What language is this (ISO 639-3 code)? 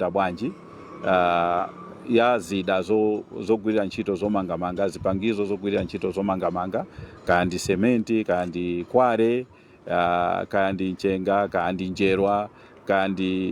nya